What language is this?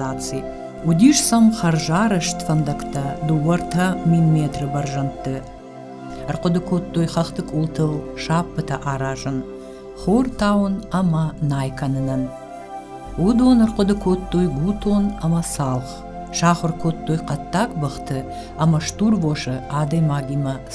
Ossetic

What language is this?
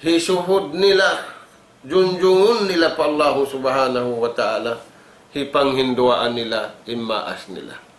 Tausug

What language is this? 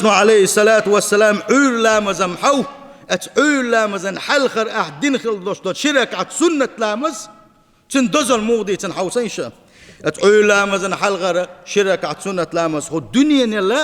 Chechen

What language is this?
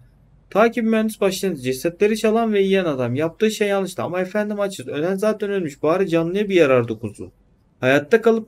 Turkish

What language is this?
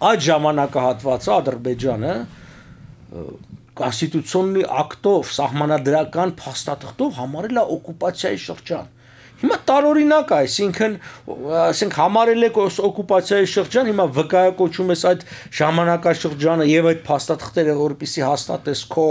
Armenian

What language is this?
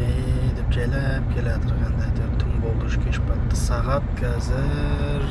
Kazakh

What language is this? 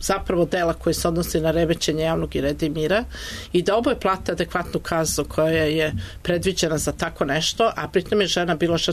Serbian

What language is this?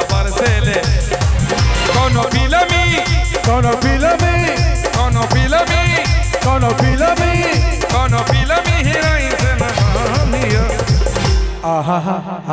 Bhojpuri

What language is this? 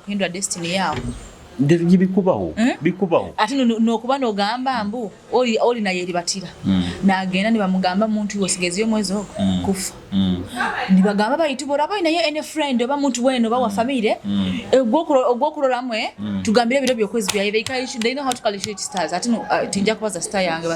Nyoro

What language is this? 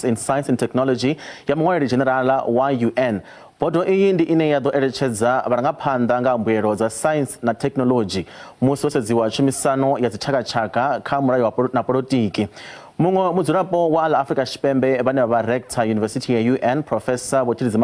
Venda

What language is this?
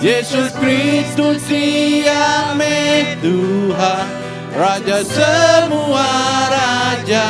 Iban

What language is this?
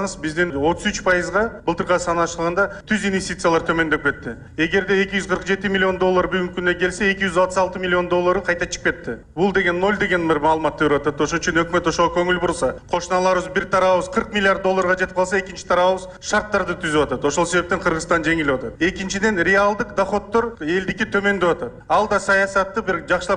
Kyrgyz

